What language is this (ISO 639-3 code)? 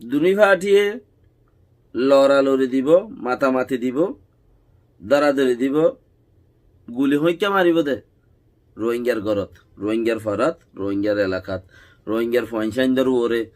rhg